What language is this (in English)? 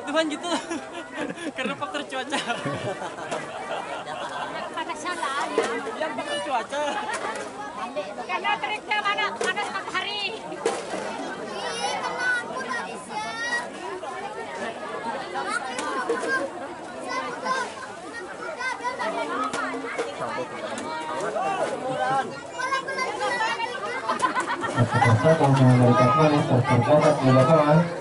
Indonesian